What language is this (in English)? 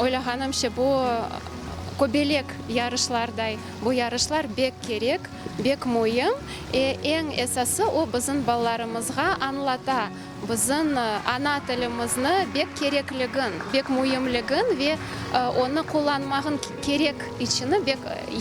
Crimean Tatar